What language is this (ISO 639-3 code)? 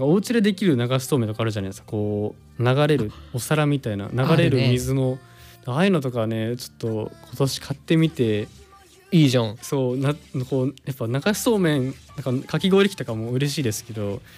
jpn